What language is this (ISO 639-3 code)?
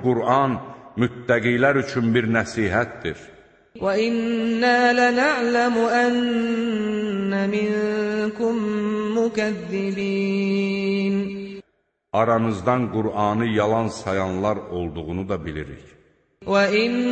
aze